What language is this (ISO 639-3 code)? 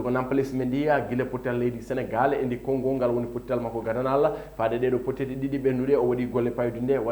ful